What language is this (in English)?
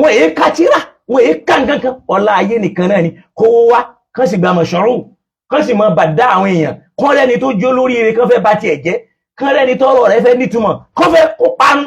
Yoruba